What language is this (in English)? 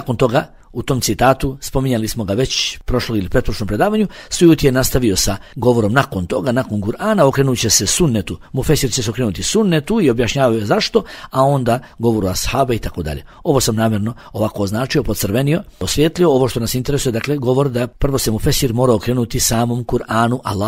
Bosnian